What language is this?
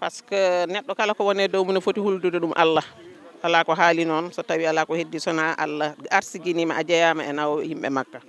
Fula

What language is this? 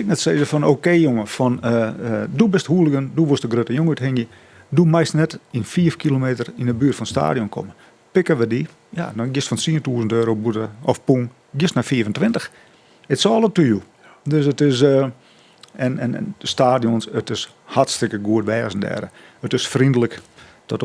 Western Frisian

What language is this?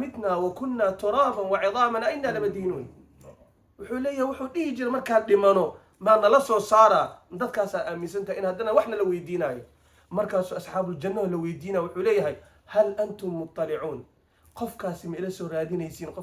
Somali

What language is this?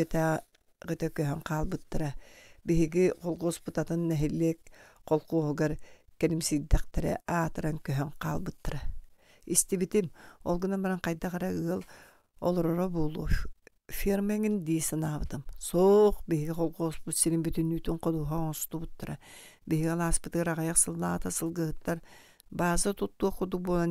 Yakut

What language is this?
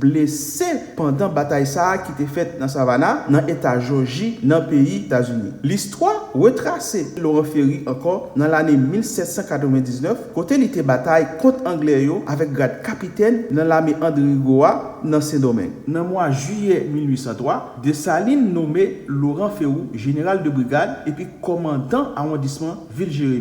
Haitian Creole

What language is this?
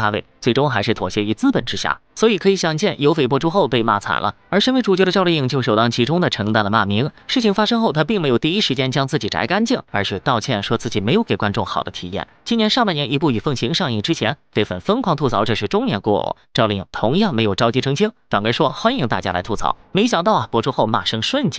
Chinese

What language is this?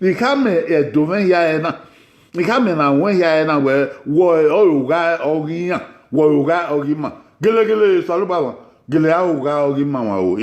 Bini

